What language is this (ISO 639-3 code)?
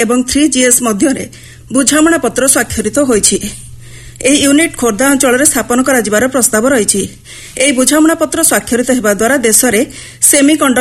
ori